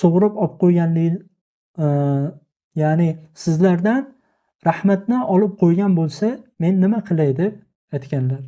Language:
Uzbek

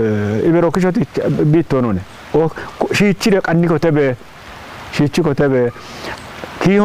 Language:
Kafa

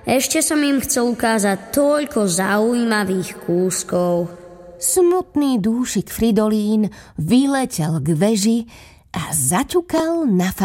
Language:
Slovak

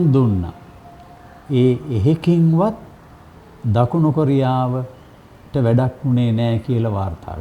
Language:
Sinhala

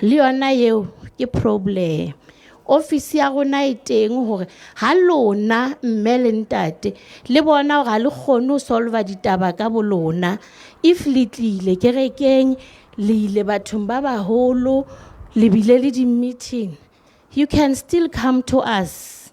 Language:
Southern Sotho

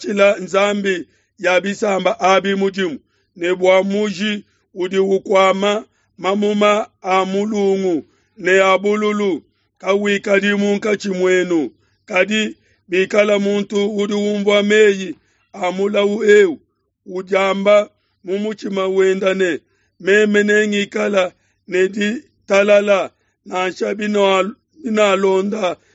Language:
Luba-Lulua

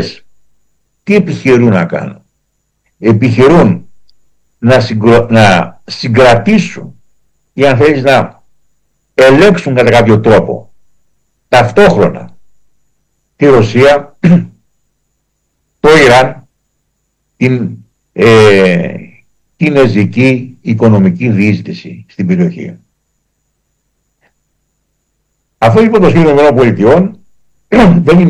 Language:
Greek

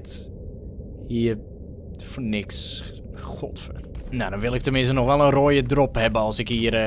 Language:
Dutch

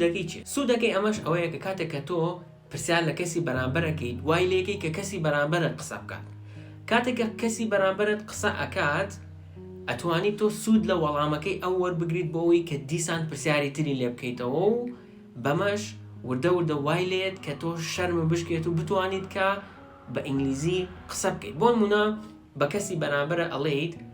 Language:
Central Kurdish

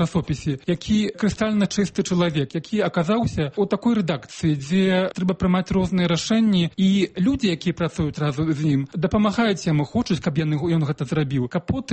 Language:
Belarusian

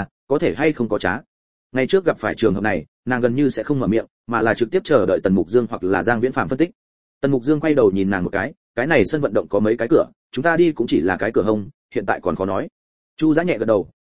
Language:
Vietnamese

